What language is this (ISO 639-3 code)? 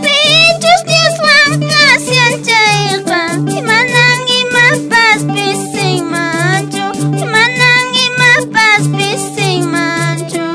que